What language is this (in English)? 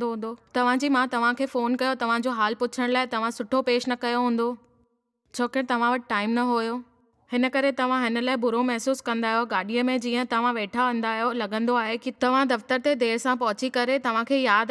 Sindhi